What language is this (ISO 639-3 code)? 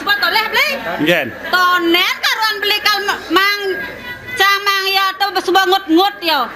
ban